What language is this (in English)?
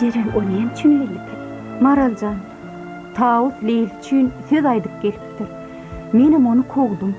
Turkmen